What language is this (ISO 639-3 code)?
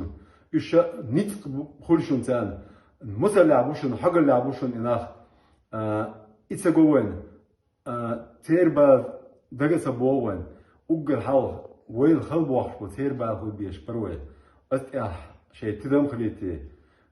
che